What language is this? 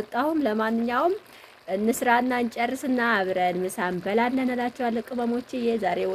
Amharic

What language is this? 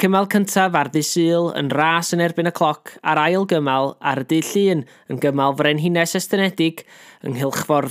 Welsh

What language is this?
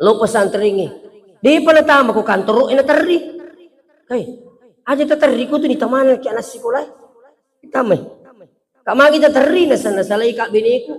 Buginese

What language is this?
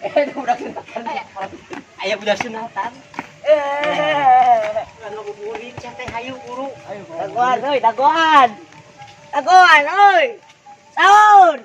Sundanese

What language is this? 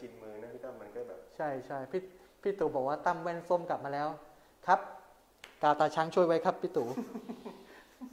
Thai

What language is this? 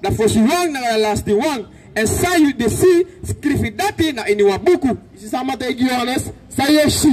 Sranan Tongo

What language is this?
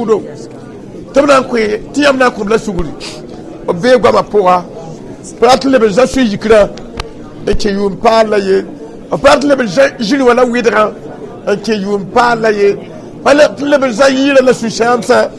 Mossi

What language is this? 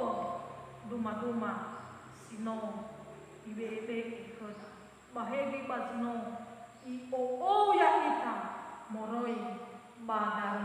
Nias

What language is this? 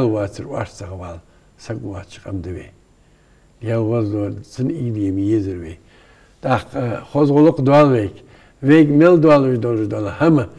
Ingush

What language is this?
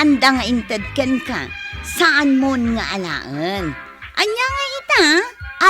Iloko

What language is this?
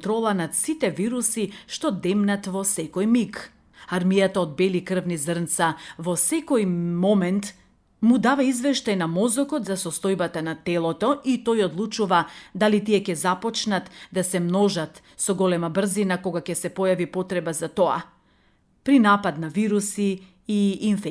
Macedonian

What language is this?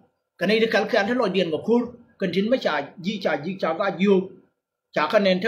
Nuer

